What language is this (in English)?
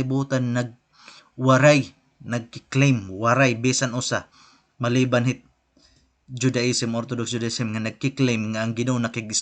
Waray